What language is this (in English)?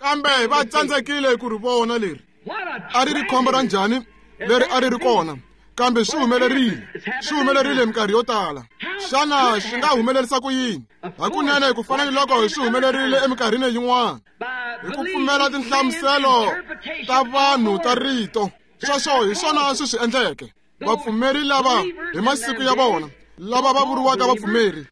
Tsonga